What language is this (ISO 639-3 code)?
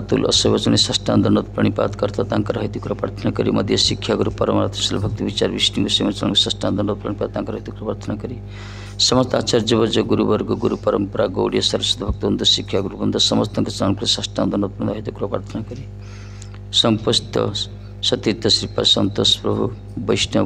ori